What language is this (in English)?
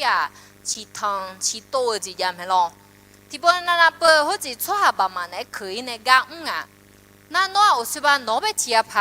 Akha